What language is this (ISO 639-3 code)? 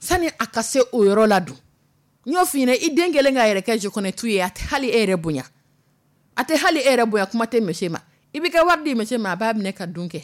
dyu